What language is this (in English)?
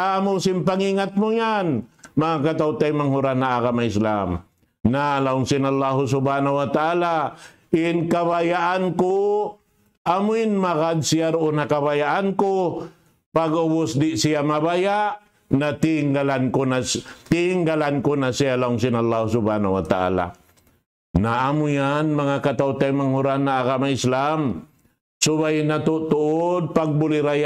Tausug